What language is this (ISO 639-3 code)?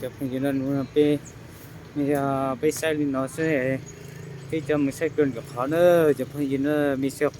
hmn